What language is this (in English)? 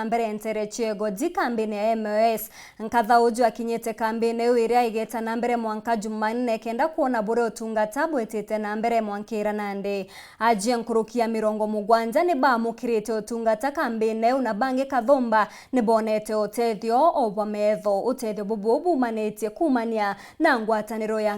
Meru